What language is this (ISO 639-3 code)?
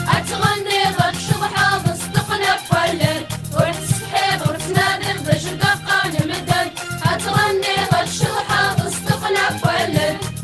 kab